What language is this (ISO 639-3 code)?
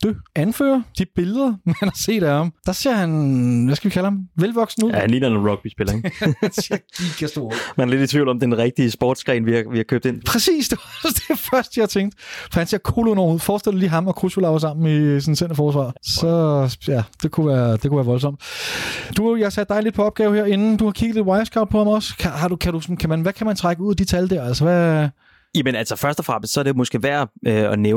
dan